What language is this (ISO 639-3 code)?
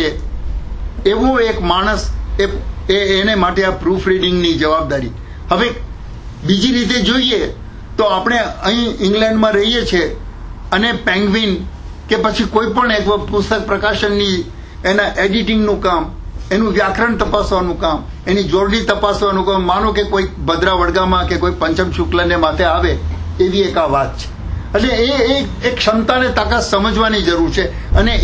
guj